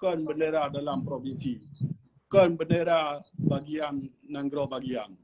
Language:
Achinese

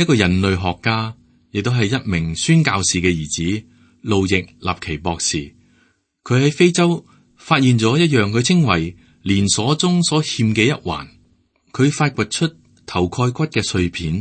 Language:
Cantonese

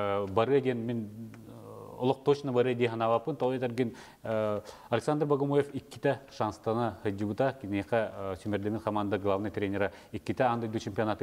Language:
Yakut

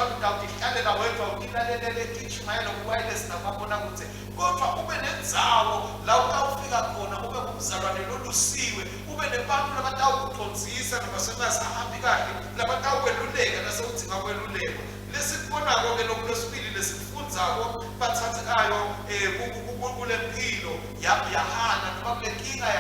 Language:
Swati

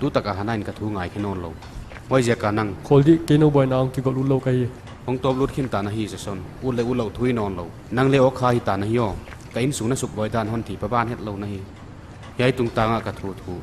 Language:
Paite Chin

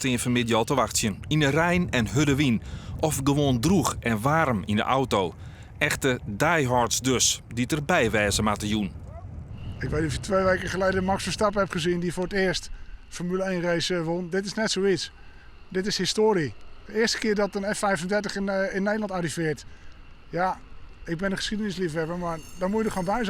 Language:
Western Frisian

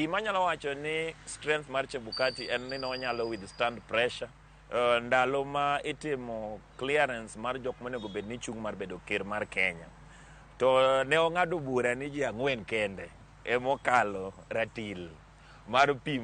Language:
Luo (Kenya and Tanzania)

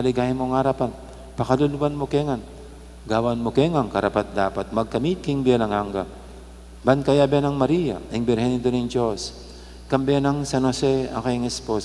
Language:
Pampanga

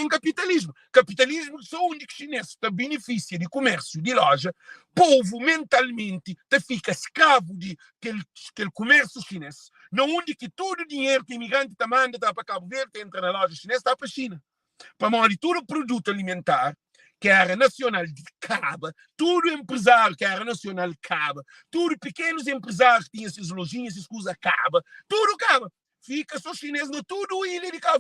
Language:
Kabuverdianu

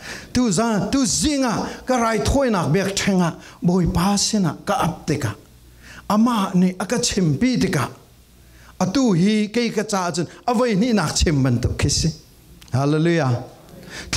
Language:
Falam Chin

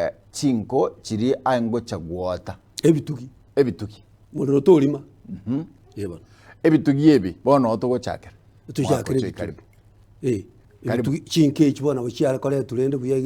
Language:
Gusii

